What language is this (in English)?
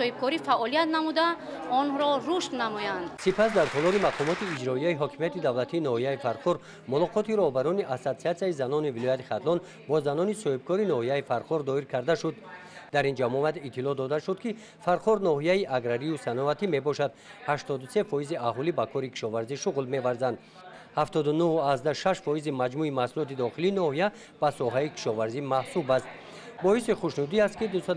Tajik